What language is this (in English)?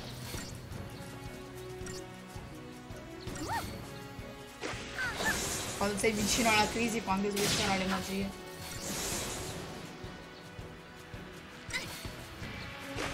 Italian